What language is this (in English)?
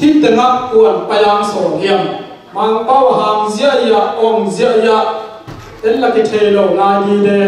Tedim Chin